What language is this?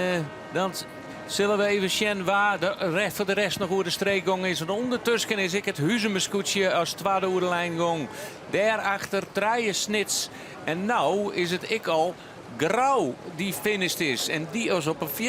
Western Frisian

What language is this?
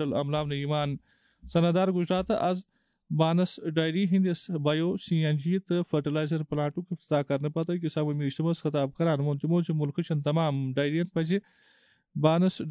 Kashmiri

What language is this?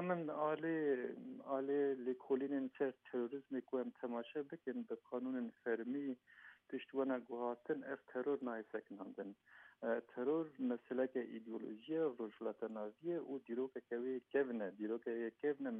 Kurdish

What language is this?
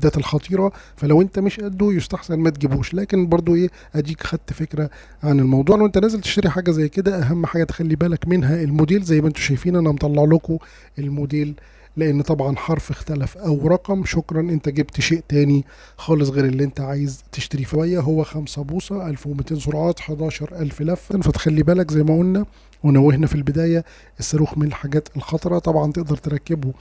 Egyptian Arabic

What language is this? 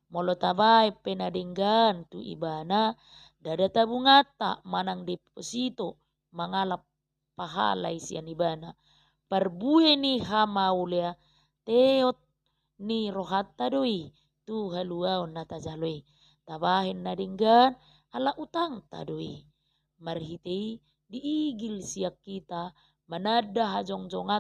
Batak Toba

